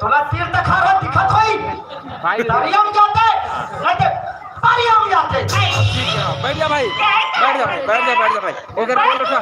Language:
Chhattisgarhi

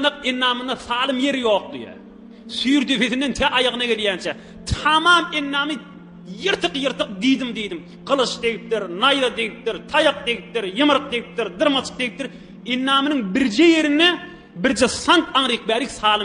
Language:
Turkmen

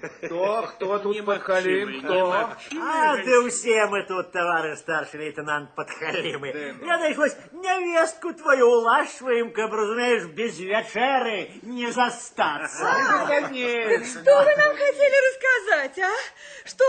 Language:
Belarusian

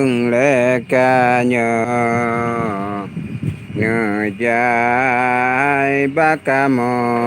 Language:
Achinese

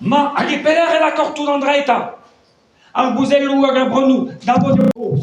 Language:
Breton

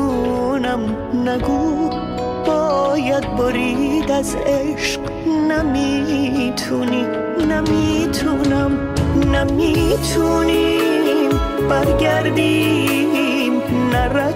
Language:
Persian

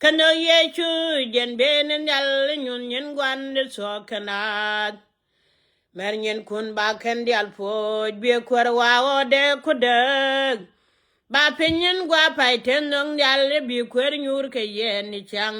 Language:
Nuer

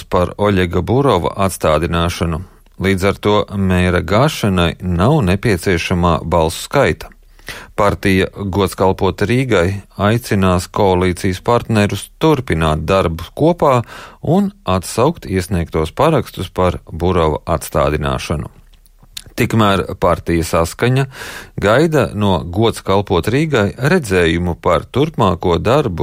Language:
Latvian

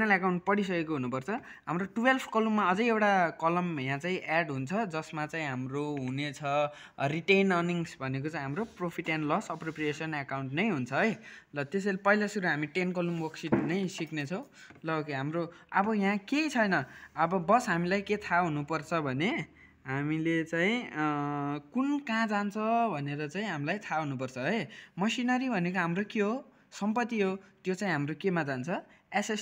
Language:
Nepali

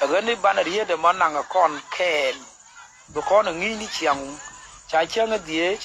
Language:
Nuer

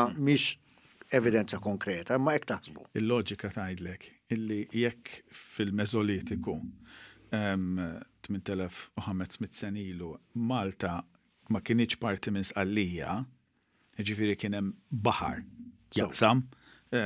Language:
Maltese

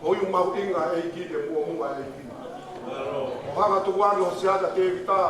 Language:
Tongan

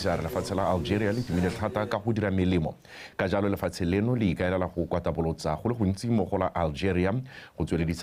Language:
Tswana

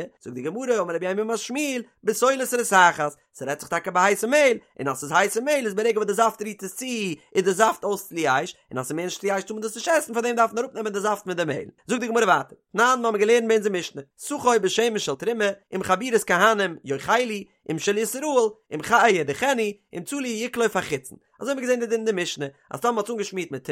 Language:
Yiddish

